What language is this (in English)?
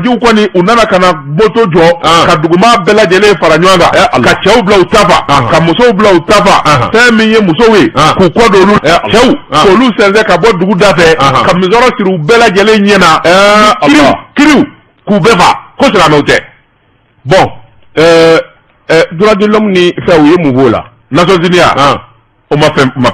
Bambara